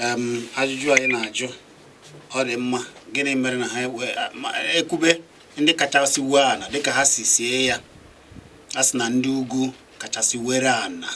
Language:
Igbo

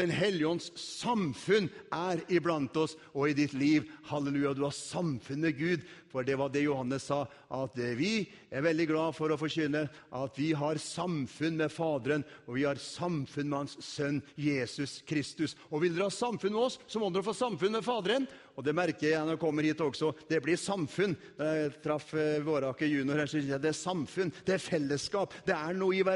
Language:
Norwegian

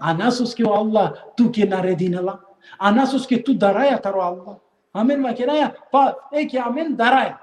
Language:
Balkan Romani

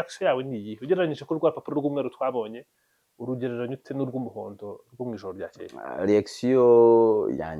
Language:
Kinyarwanda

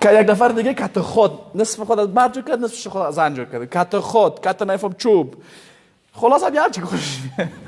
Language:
Persian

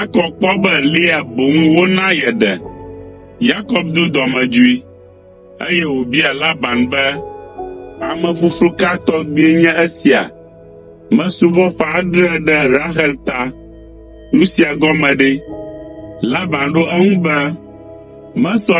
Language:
Ewe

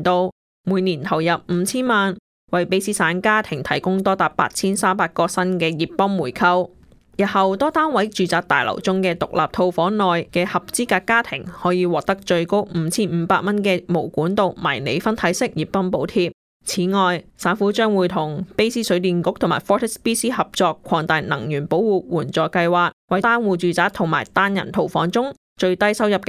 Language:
Cantonese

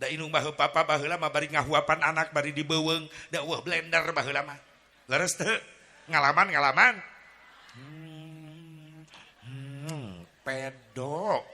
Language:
Sundanese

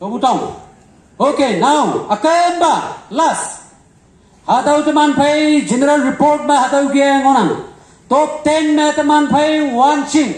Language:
Konyak Naga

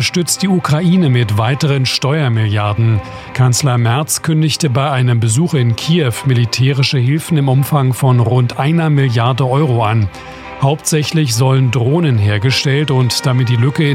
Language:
German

